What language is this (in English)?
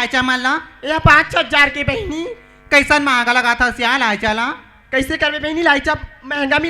Chhattisgarhi